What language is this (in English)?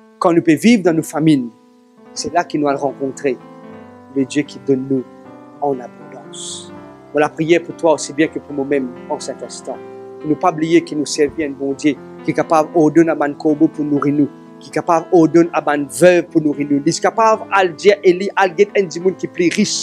Morisyen